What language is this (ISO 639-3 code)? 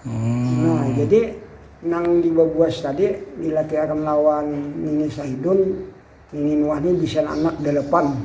bjn